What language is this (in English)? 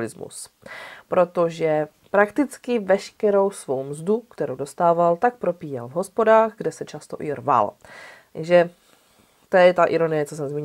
Czech